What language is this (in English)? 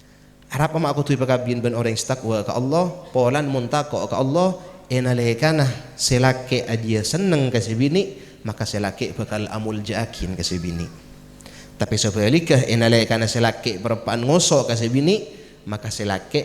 Madurese